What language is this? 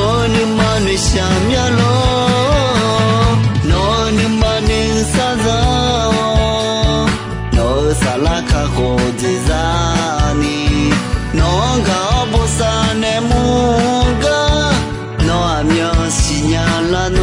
Akha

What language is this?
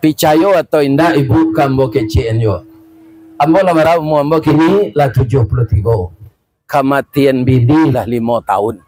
Minangkabau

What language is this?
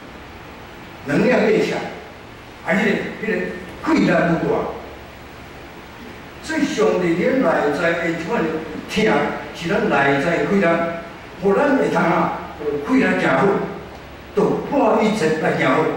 Min Nan Chinese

